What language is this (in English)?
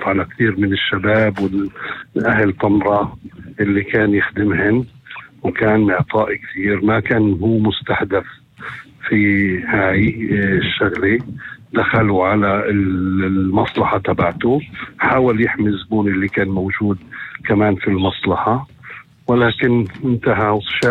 North Levantine Arabic